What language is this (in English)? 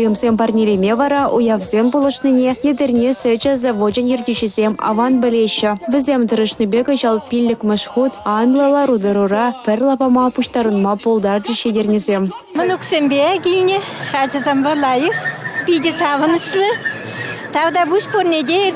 Chuvash